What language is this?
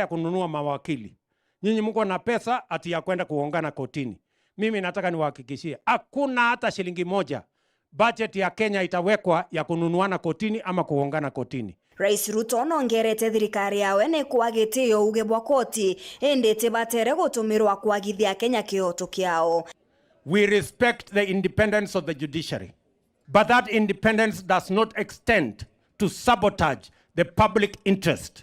Meru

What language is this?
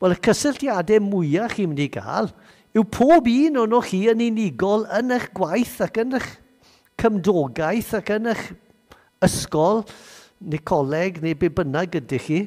Welsh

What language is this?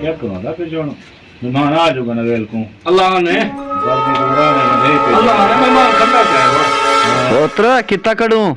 Saraiki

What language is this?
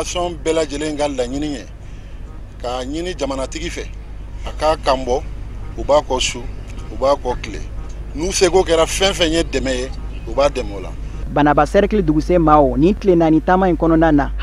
Bambara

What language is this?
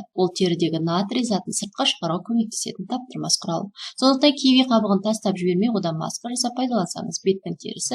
Kazakh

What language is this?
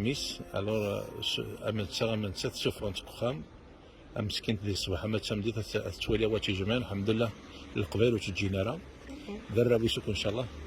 Kabyle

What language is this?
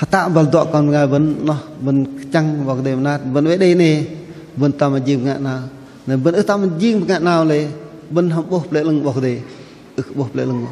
Bahnar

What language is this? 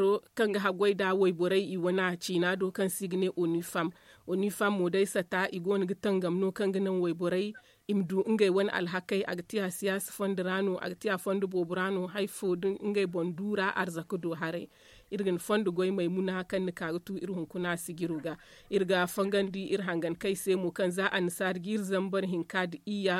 Zarma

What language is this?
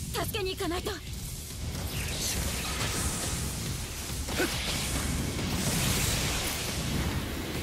Japanese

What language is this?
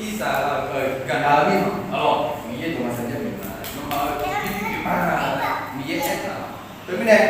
Akha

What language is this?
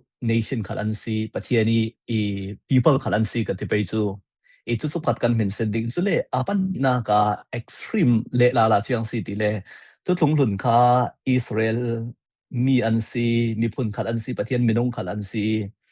Falam Chin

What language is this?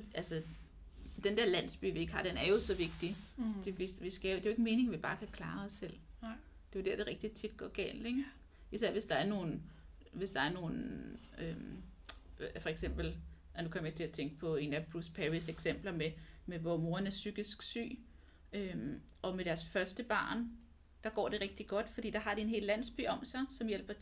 Danish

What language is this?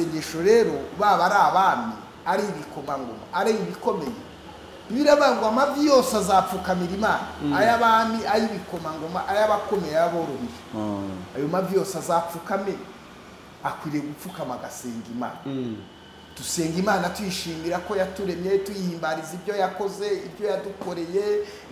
Kinyarwanda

